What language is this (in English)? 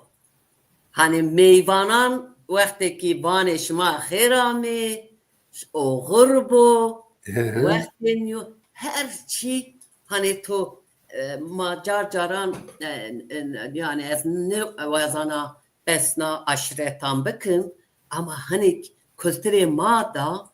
Zaza